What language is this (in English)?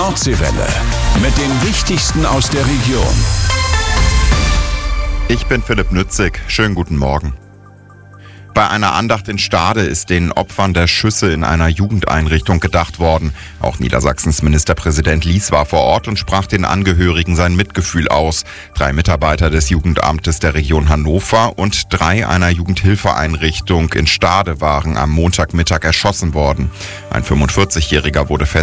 German